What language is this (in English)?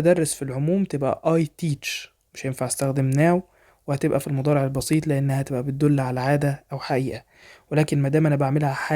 Egyptian Arabic